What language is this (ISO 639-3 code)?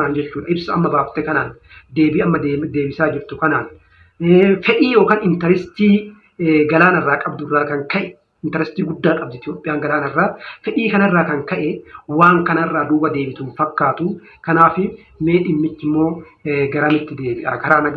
orm